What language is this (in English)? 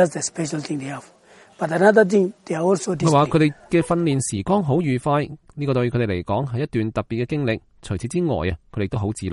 Cantonese